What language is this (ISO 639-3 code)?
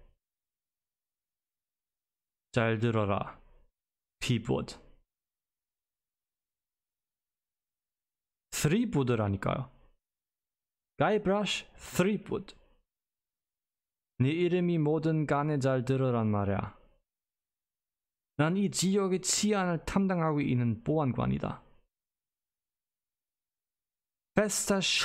kor